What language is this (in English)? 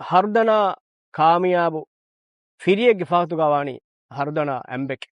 Divehi